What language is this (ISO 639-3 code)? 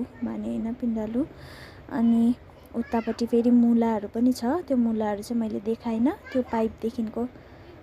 nep